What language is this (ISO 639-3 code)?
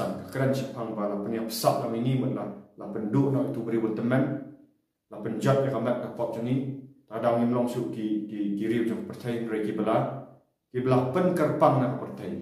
kha